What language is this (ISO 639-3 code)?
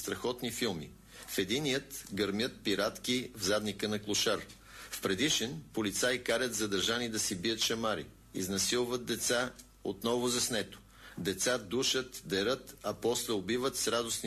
bul